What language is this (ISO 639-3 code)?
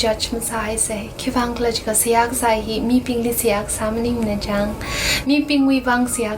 nmf